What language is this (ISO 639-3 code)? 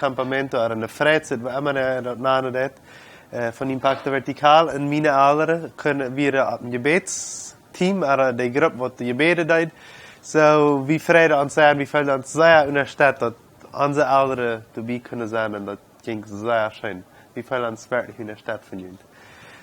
pdt